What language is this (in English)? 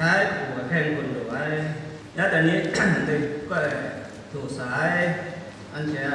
Kachin